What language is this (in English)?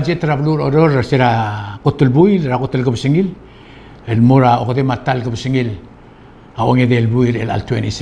Palauan